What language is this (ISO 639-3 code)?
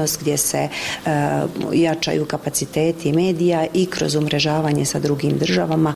hrv